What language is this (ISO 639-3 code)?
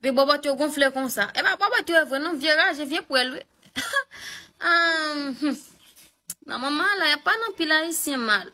hat